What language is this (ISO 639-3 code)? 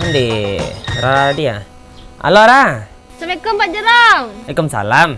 min